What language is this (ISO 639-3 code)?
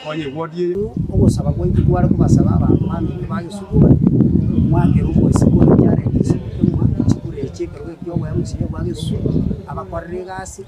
guz